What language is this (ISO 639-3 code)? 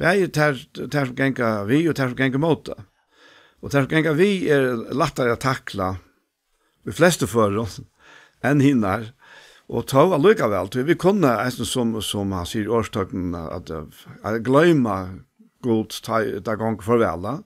fao